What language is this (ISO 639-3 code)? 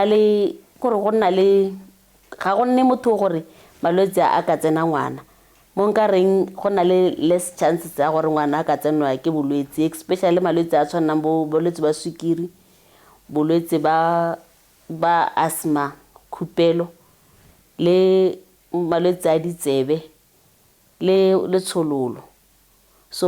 tsn